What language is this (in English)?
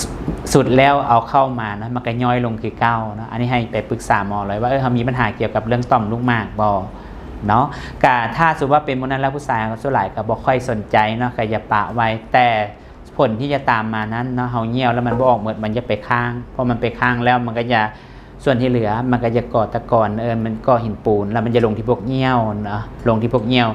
Lao